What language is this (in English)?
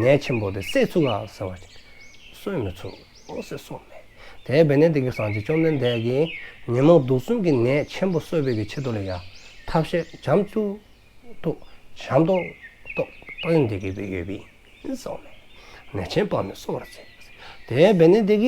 Dzongkha